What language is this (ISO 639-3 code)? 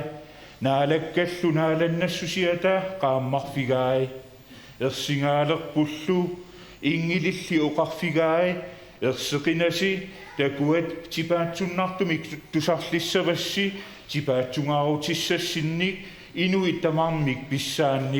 kal